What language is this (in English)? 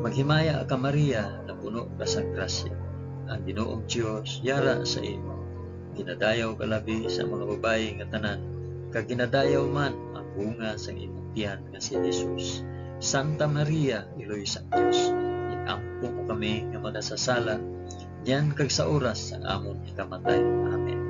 Hiligaynon